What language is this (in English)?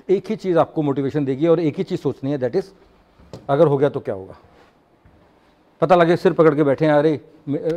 Hindi